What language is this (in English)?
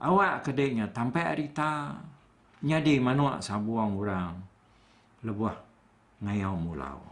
Iban